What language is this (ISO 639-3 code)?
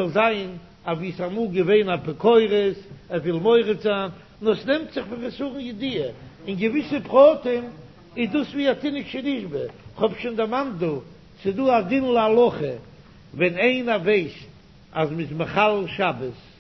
yid